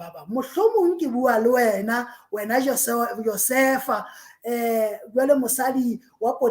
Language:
Southern Sotho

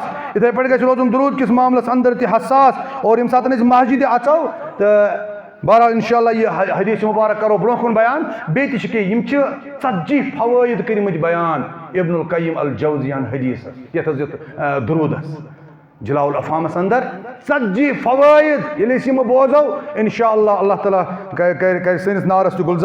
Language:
Kashmiri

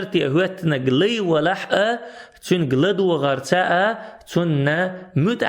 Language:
Chechen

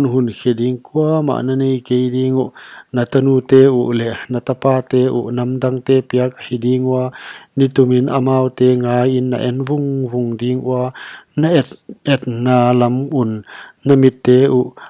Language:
Paite Chin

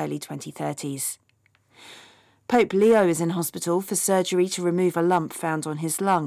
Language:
English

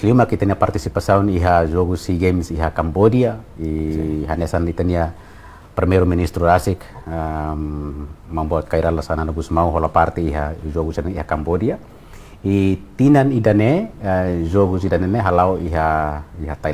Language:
Tetum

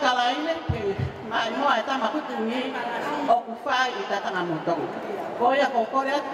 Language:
Tongan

